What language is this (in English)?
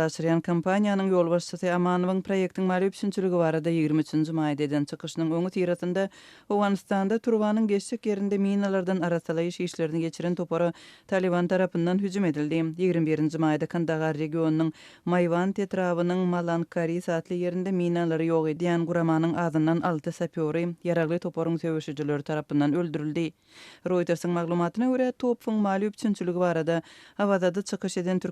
Turkmen